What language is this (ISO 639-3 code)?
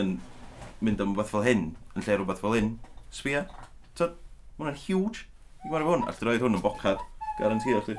cym